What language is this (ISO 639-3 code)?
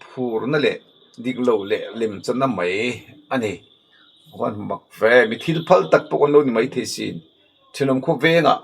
lus